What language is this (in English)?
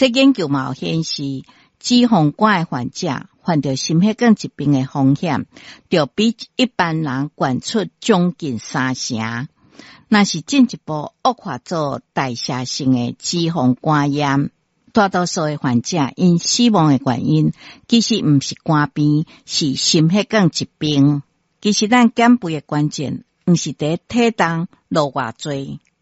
Min Nan Chinese